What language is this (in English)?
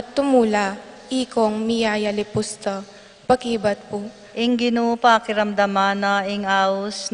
Pampanga